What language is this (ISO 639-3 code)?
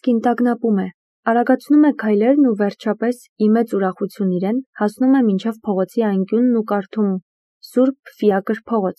hye